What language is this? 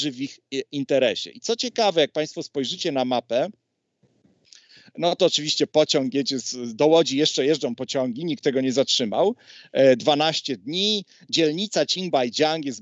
Polish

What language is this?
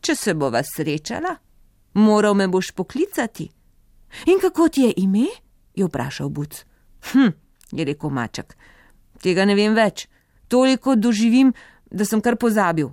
Slovenian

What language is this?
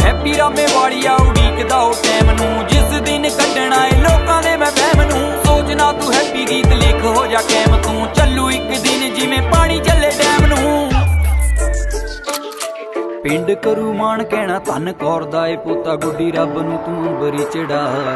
Punjabi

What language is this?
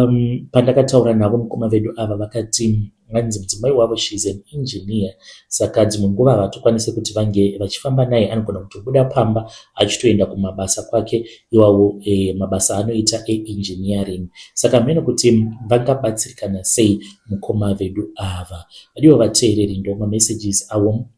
Shona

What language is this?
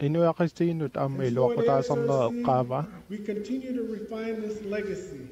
Kalaallisut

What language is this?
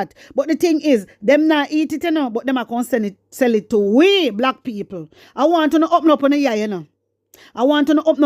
Jamaican Creole English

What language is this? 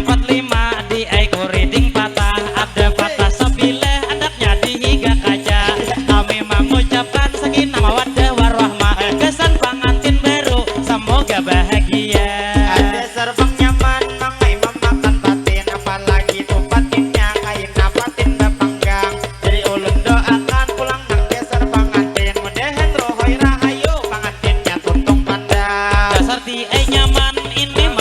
Banjar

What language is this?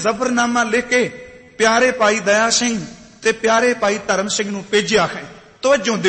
Punjabi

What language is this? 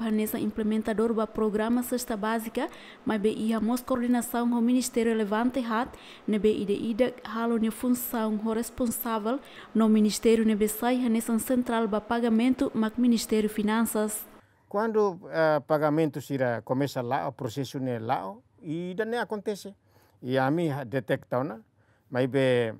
Tetum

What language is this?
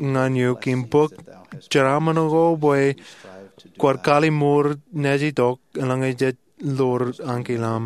Marshallese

